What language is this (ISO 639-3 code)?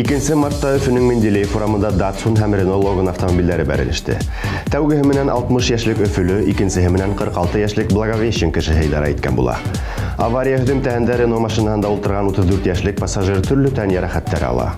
bak